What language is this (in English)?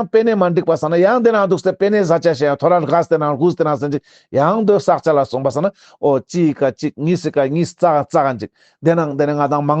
Ladakhi